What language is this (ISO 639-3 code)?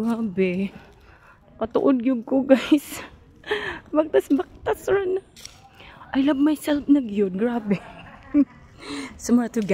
ceb